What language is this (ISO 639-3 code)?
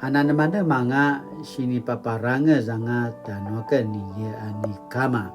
pwn